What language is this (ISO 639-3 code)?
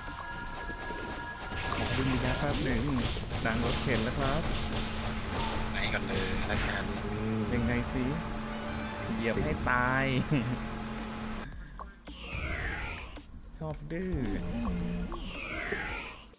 tha